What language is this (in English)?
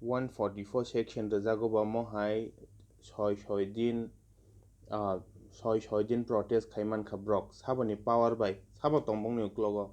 Kok Borok